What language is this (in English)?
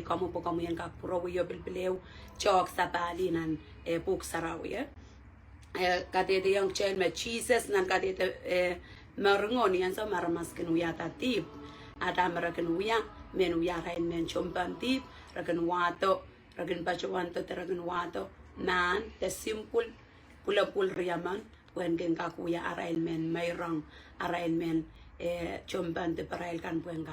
Pohnpeian